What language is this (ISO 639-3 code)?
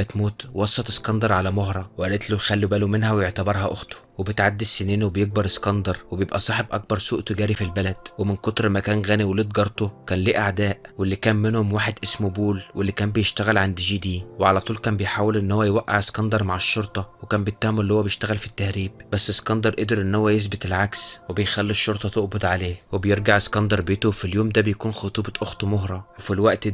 arz